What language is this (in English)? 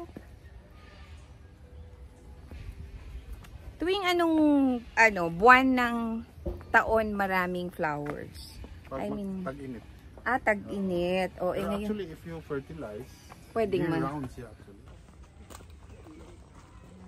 Filipino